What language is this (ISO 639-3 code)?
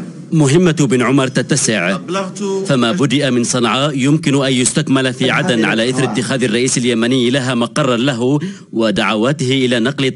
ara